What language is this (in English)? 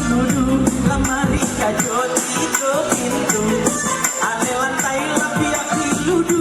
Minangkabau